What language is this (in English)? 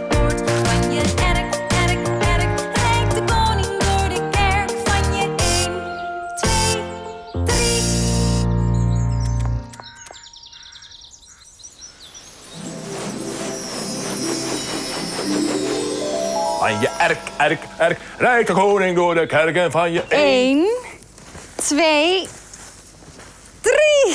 Dutch